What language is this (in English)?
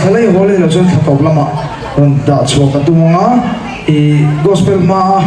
Mizo